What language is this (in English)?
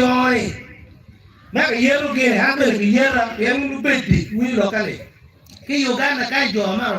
Acoli